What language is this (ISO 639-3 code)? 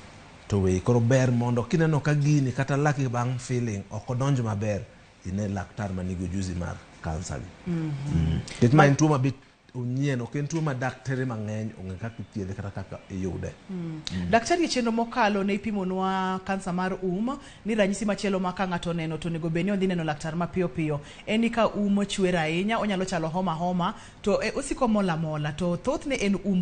luo